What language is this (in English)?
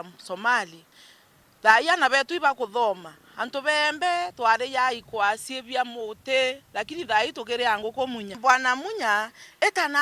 Meru